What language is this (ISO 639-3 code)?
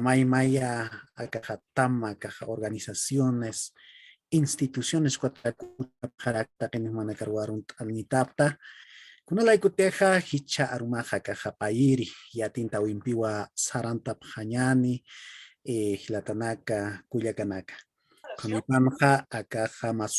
aym